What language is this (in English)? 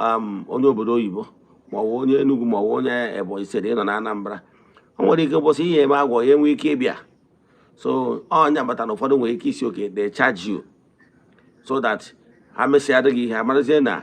Igbo